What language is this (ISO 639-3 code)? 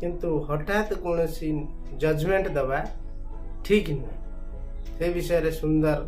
ori